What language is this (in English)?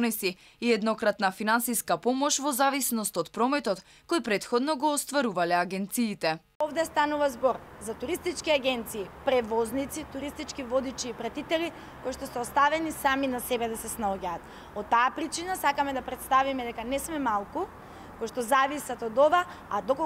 Macedonian